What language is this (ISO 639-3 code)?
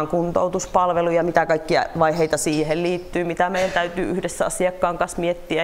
fin